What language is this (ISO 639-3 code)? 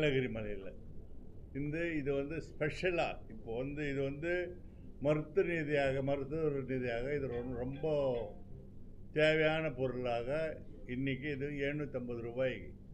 tam